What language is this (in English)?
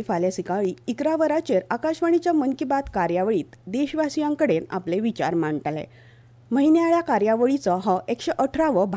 Konkani